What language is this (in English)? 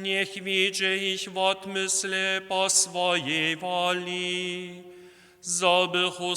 Upper Sorbian